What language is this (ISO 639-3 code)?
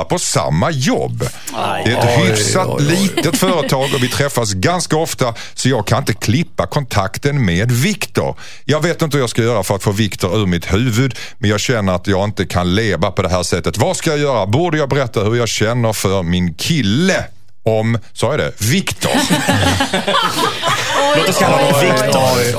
swe